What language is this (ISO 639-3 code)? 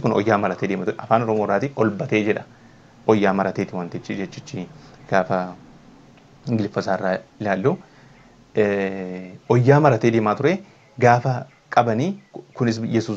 orm